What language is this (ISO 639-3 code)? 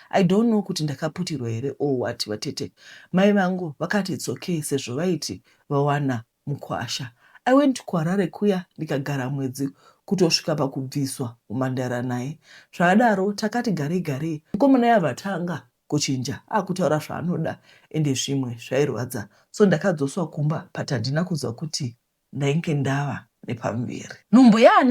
sna